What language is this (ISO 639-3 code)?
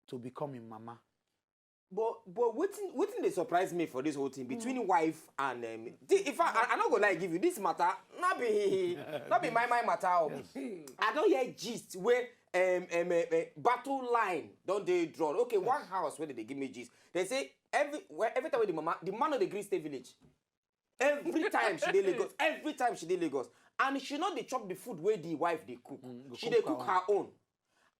pcm